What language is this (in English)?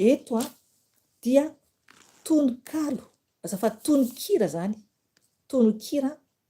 Malagasy